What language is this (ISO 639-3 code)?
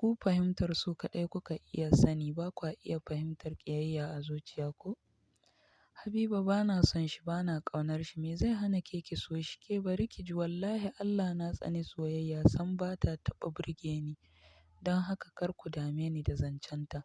hau